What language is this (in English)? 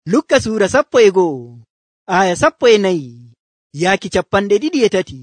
Nigerian Fulfulde